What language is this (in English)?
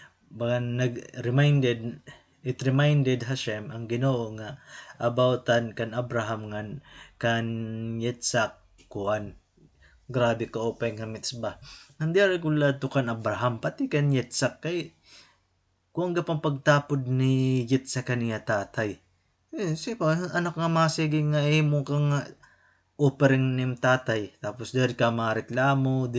Waray